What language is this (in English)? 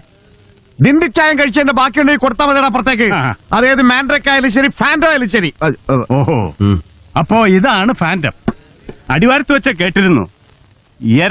Malayalam